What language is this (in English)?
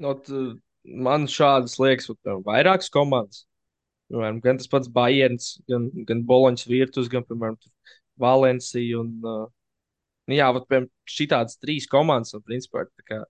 Latvian